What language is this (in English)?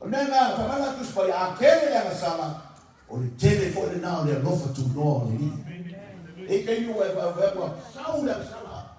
Samoan